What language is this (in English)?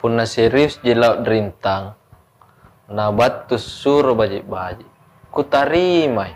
Makasar